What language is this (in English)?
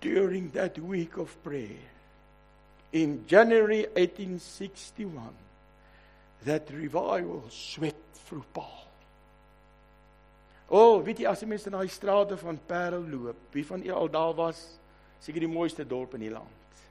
Afrikaans